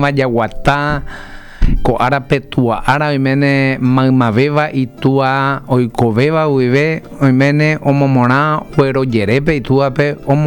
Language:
Guarani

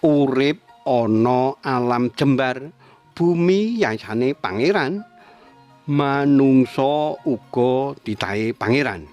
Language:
Javanese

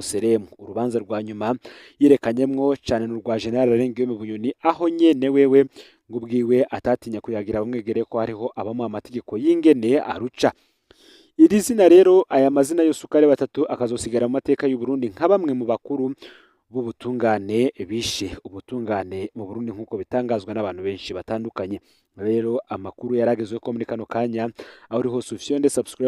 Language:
Rundi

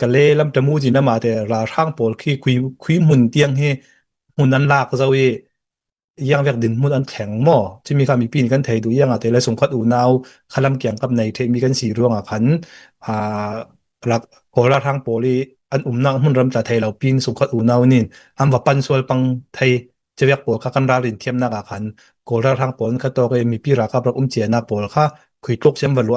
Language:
Falam Chin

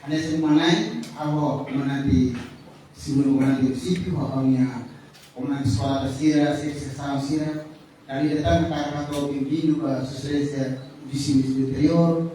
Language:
Tetum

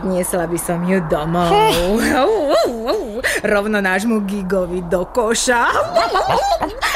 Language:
Slovak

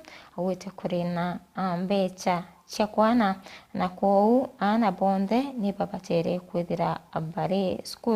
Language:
Meru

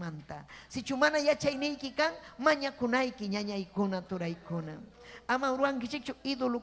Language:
Ayacucho Quechua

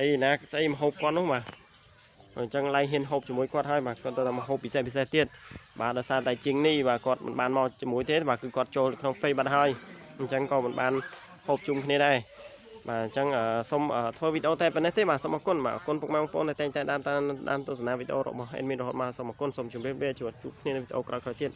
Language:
Khmer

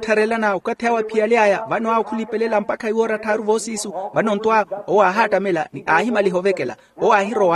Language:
Makhuwa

